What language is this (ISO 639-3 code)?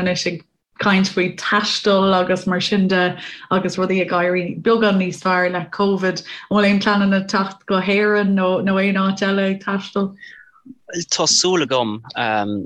gle